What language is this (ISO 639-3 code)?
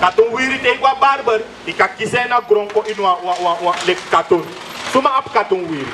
srn